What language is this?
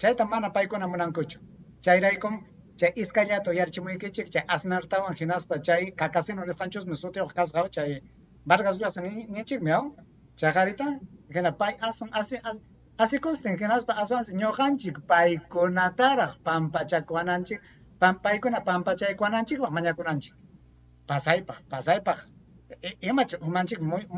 Ayacucho Quechua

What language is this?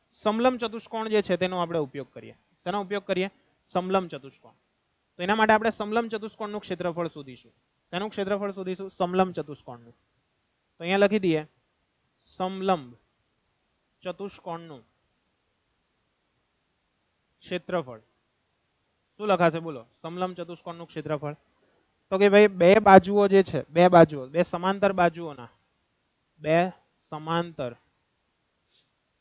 Gujarati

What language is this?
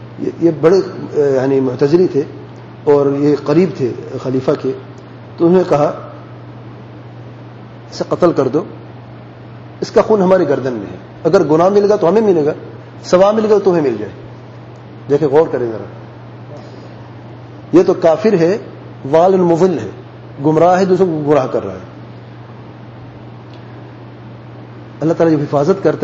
Urdu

